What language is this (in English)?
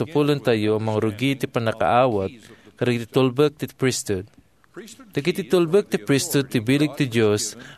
Iloko